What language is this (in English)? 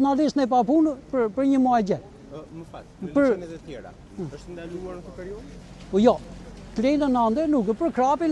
Albanian